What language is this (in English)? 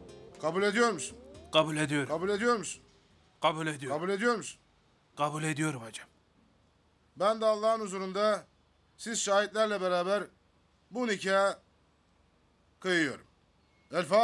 Turkish